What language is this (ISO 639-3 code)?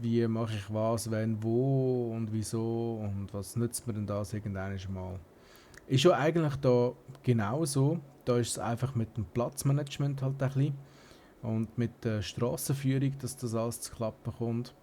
gsw